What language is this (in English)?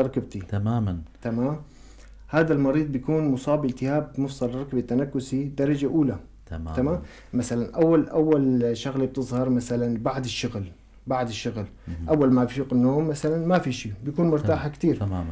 North Levantine Arabic